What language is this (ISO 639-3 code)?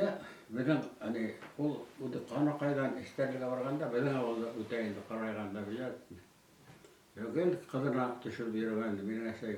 bak